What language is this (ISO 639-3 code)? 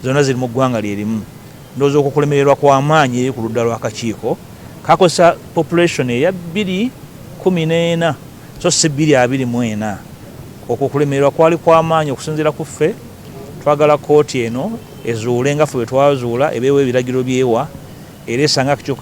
lug